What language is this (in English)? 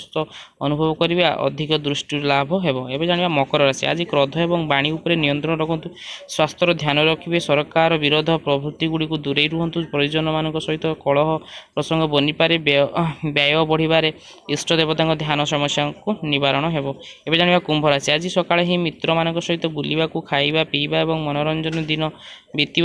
Odia